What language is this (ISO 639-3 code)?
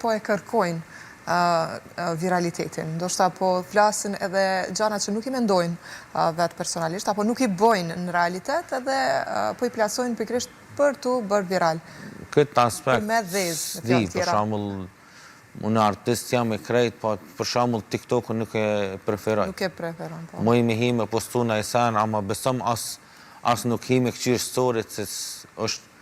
sqi